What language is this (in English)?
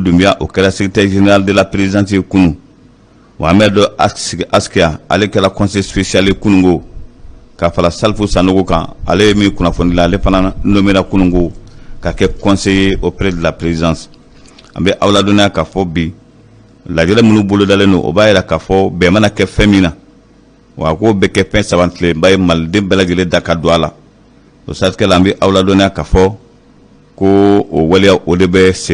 Bambara